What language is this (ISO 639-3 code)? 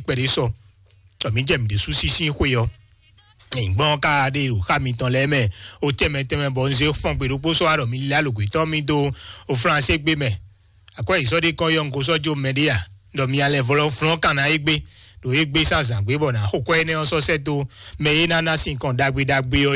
fon